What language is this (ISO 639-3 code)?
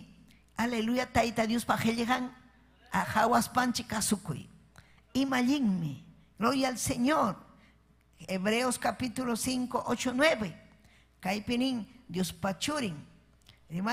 quy